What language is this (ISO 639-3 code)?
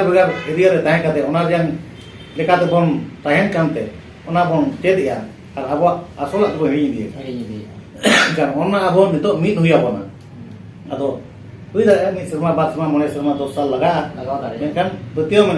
sat